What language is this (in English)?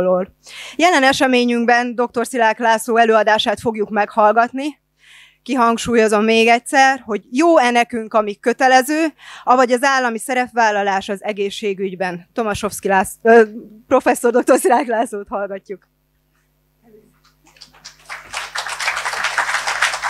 Hungarian